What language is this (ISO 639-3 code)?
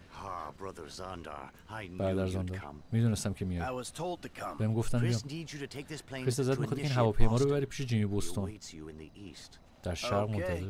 fas